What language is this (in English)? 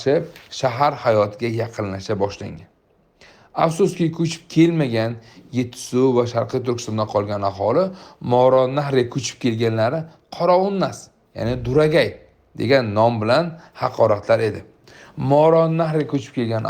Uzbek